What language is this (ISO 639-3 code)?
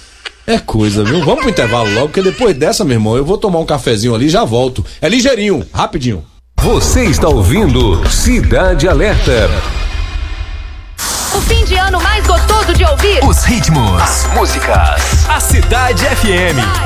por